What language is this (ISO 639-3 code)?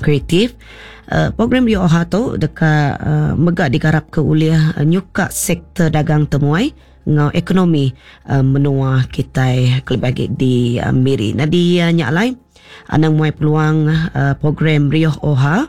iba